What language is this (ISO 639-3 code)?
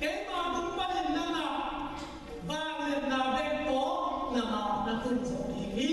ctd